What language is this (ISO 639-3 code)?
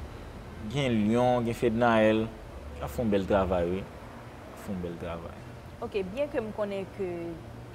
hat